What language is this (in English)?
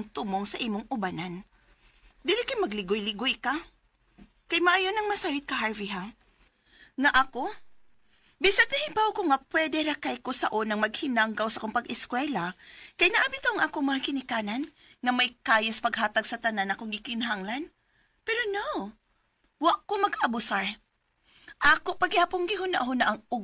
Cebuano